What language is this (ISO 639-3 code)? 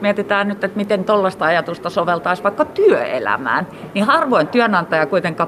fin